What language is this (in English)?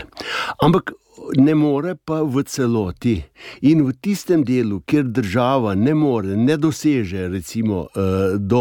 Slovenian